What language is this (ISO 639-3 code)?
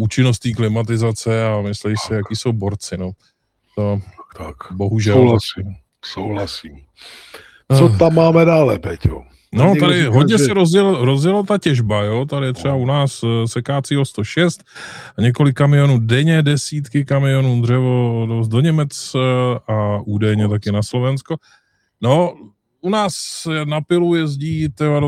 ces